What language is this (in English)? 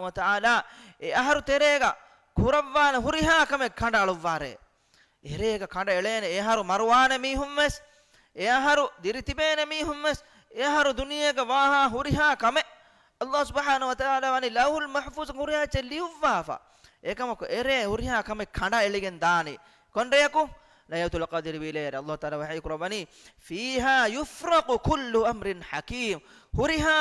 Divehi